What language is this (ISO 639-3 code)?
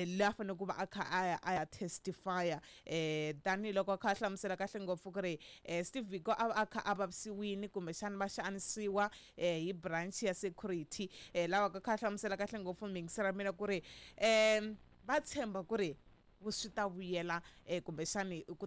tso